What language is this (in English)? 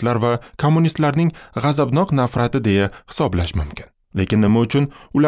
Uzbek